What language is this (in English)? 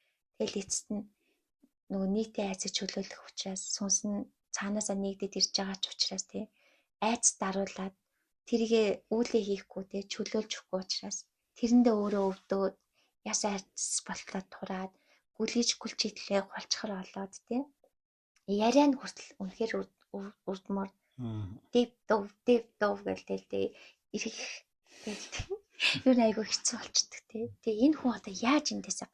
Mongolian